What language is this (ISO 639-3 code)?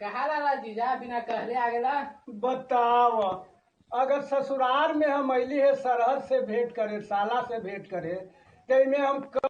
mag